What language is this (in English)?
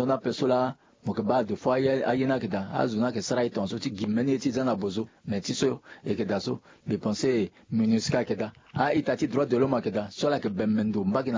Sango